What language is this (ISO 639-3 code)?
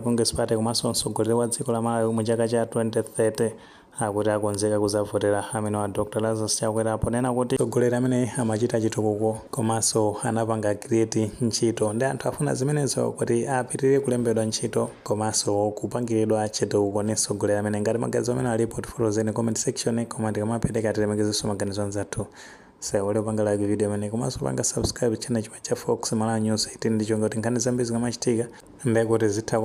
nya